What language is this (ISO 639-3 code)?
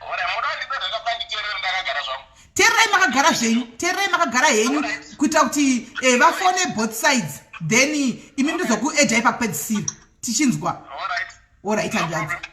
sna